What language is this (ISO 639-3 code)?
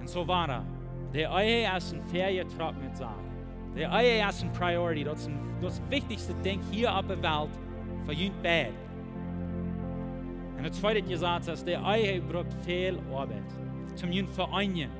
pdt